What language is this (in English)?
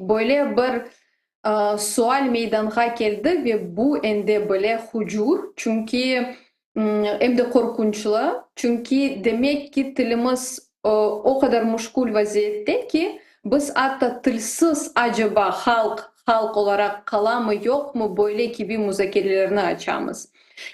Crimean Tatar